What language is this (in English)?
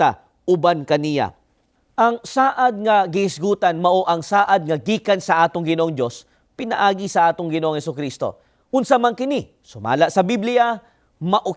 Cebuano